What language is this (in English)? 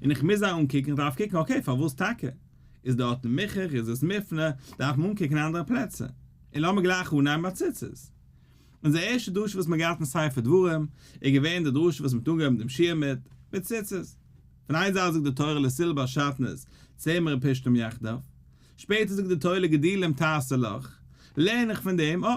Yiddish